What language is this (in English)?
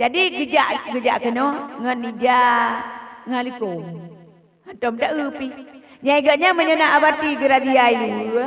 Achinese